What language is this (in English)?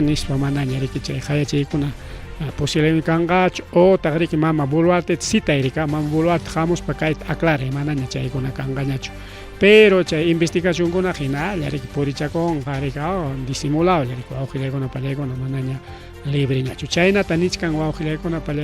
Ayacucho Quechua